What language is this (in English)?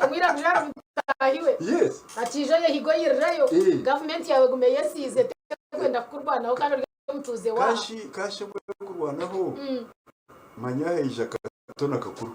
Nyankole